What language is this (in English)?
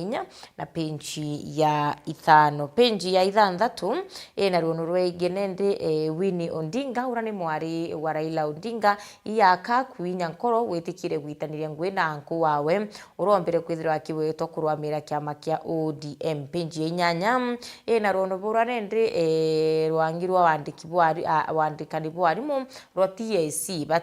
Meru